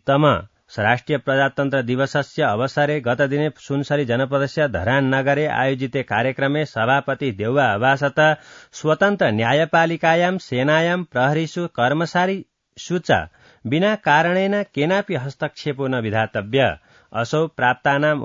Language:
Sanskrit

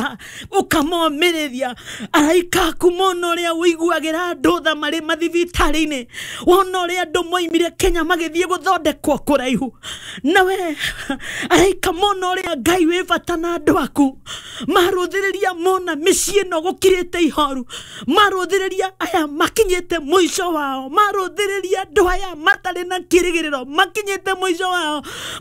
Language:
Kikuyu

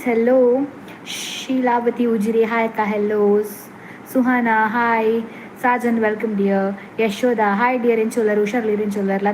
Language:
Tulu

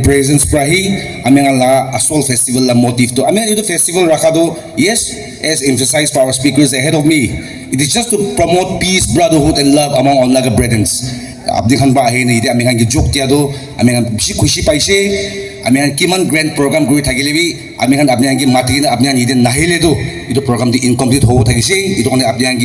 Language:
Naga Pidgin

